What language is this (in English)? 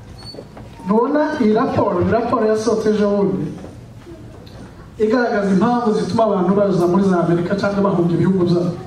Kinyarwanda